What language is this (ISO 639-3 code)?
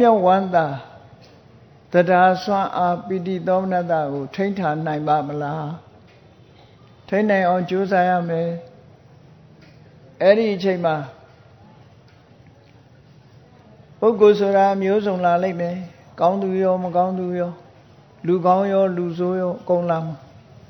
mya